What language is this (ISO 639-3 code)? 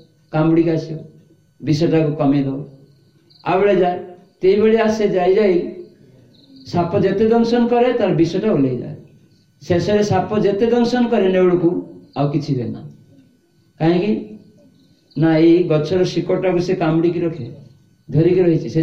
ori